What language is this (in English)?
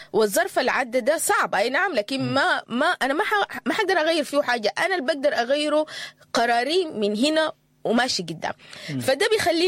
Sudanese Arabic